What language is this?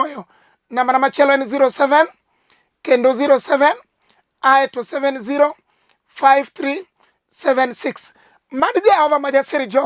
Luo (Kenya and Tanzania)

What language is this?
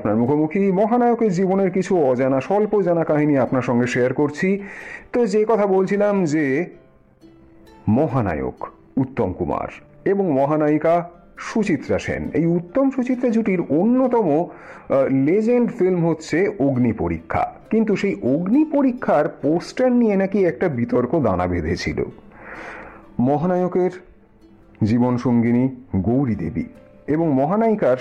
Bangla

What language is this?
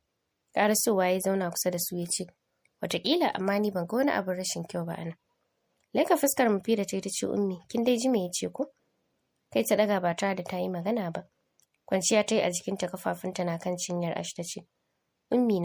Hausa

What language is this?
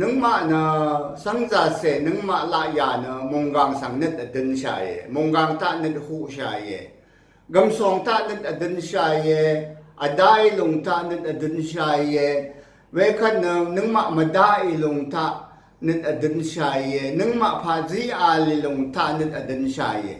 Rawang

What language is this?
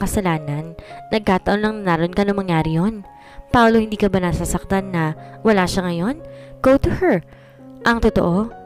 Filipino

